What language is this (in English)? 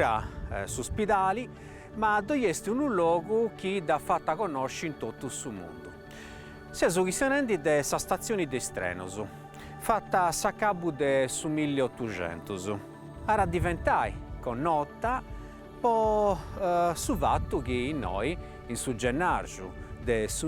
Sardinian